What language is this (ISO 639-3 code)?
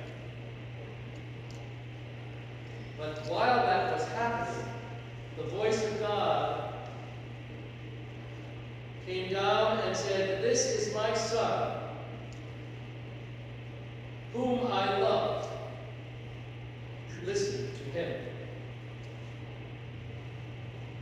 eng